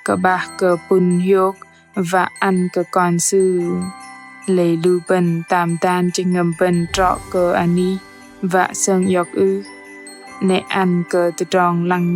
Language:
Bahnar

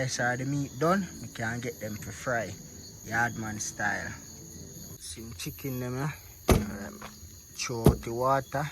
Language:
Jamaican Creole English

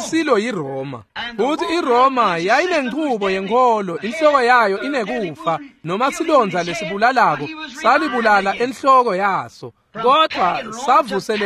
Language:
Swati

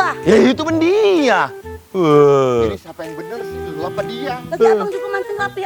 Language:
Betawi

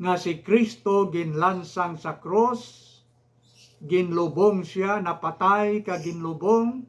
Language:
Hiligaynon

